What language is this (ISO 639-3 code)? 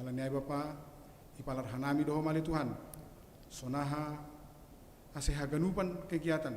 bts